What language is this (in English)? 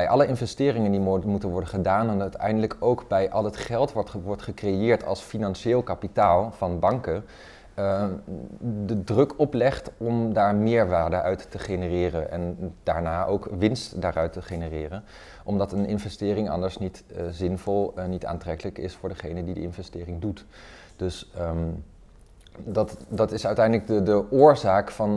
Dutch